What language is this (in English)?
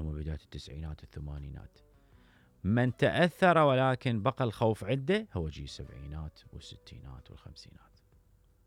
Mesopotamian Arabic